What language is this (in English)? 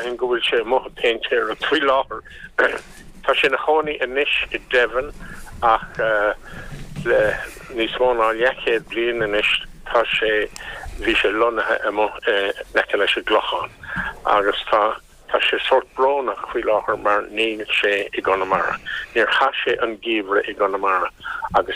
Irish